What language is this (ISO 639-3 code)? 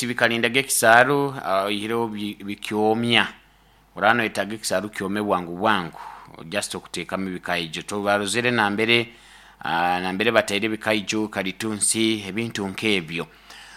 nyo